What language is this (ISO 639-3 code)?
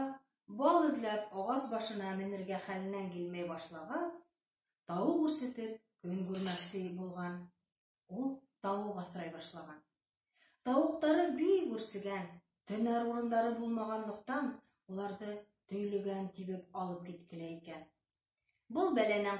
bak